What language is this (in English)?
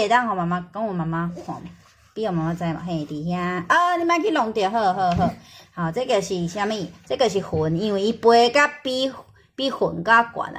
Min Nan Chinese